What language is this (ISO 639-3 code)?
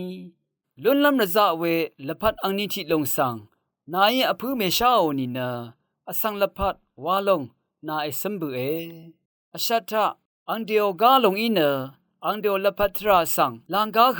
raw